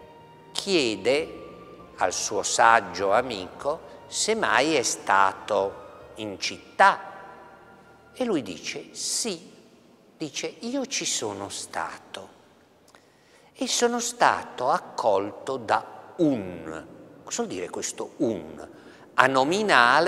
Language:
Italian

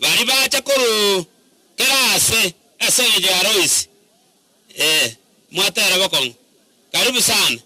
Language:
Gusii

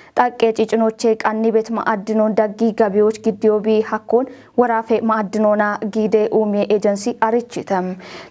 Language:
Kafa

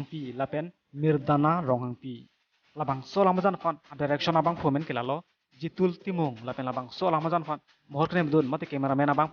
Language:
Karbi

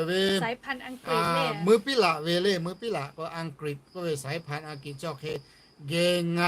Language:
Lahu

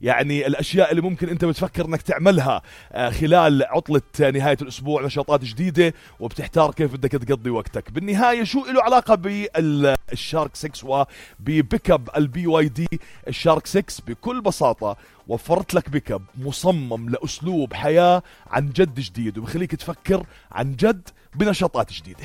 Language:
North Levantine Arabic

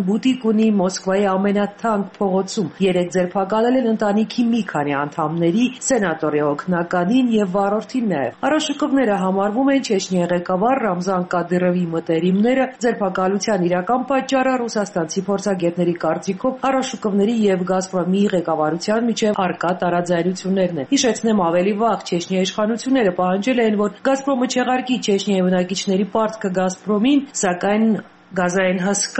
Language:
Armenian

